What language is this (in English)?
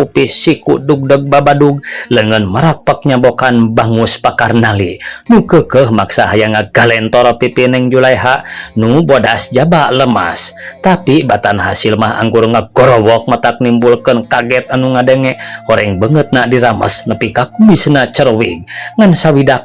Sundanese